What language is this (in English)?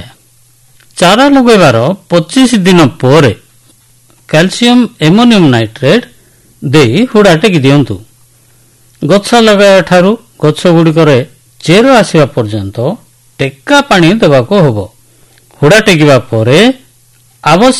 Odia